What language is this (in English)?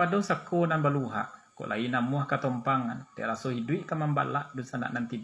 Minangkabau